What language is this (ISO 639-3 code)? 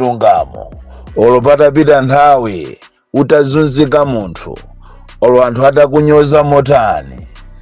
nya